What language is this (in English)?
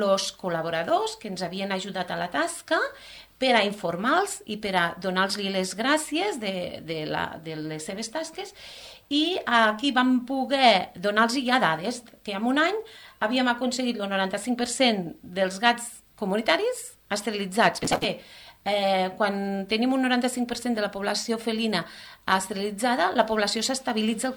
Catalan